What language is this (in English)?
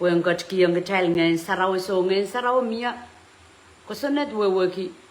Pohnpeian